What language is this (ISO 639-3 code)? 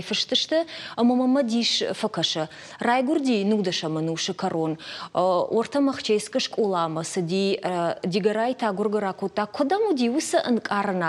oss